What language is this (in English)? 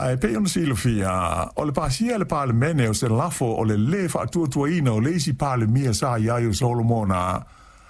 Samoan